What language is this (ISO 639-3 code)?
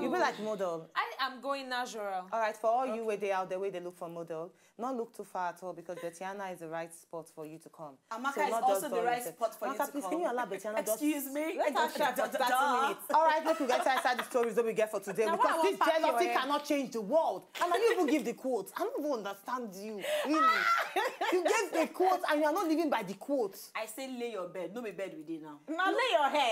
pcm